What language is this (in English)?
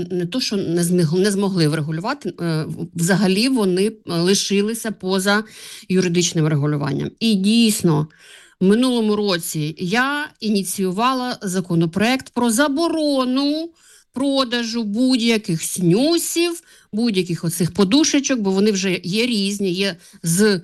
Ukrainian